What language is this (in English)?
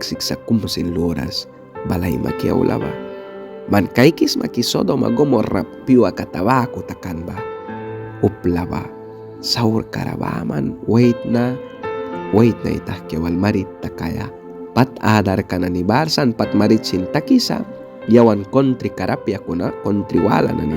Mískito